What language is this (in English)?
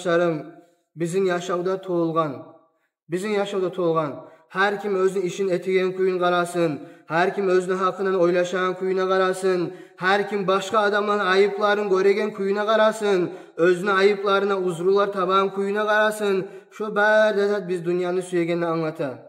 Kumyk